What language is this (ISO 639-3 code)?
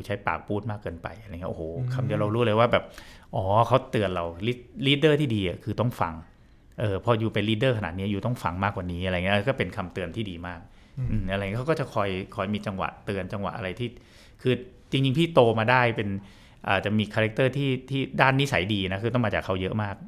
tha